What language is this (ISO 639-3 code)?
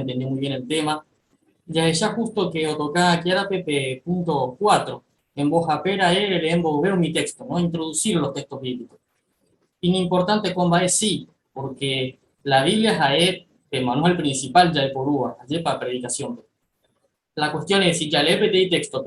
grn